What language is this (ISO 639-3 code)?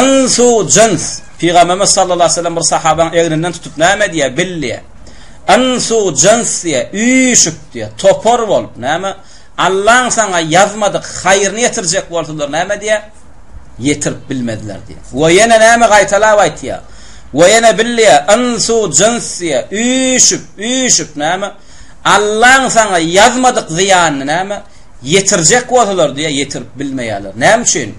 tuk